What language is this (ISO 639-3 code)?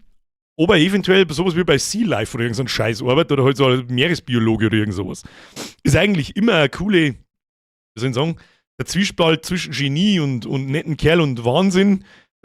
bar